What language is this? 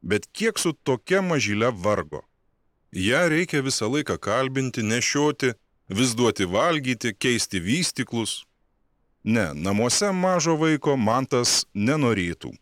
Lithuanian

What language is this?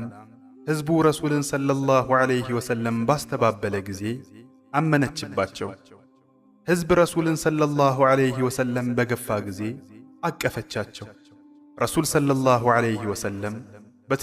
Amharic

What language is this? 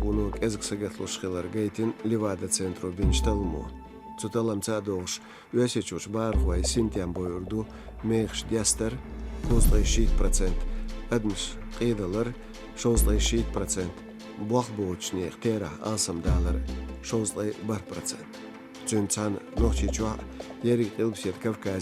Chechen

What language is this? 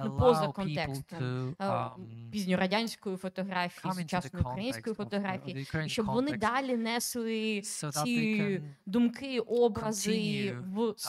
Ukrainian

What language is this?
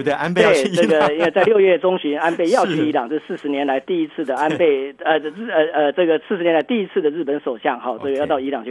Chinese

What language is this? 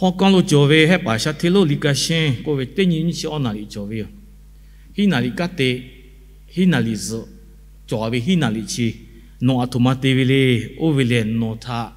Lahu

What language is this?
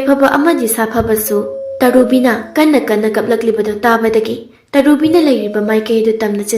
Manipuri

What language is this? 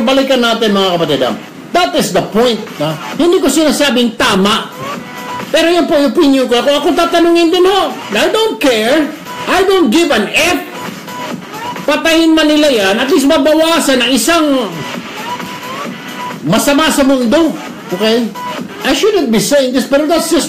Filipino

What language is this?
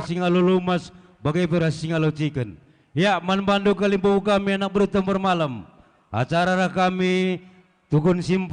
Batak Karo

